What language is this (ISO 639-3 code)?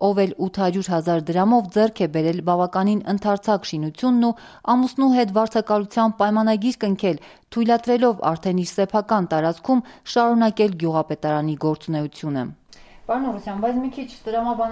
hye